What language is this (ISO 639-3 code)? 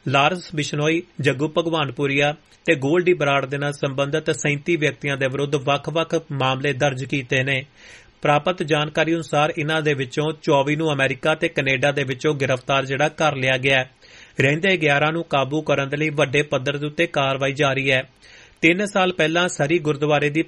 pan